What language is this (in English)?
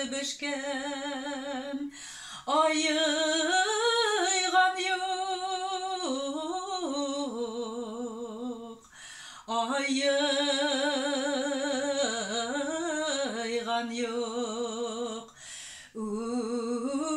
Bashkir